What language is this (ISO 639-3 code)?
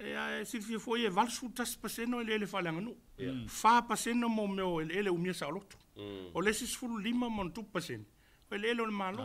smo